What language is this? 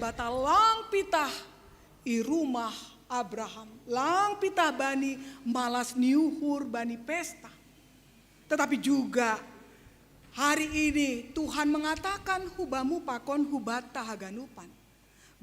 Batak Simalungun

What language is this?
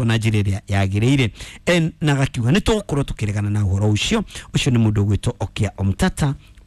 Kikuyu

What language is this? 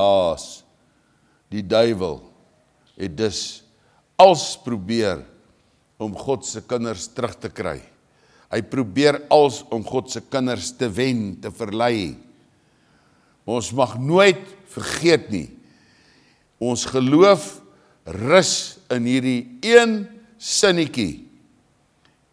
Afrikaans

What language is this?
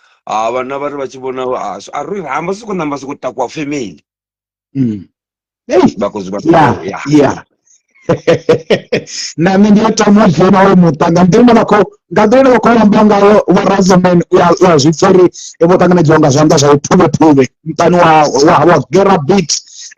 Venda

